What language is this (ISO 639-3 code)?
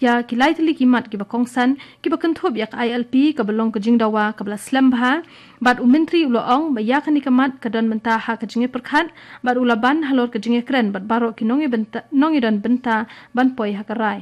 kha